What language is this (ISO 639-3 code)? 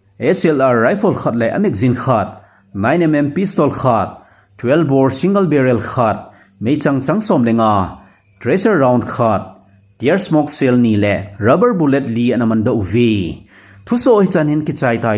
tcz